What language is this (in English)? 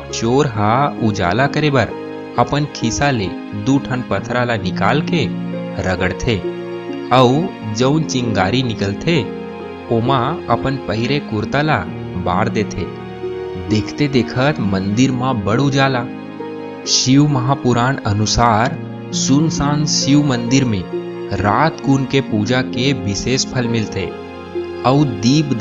Chhattisgarhi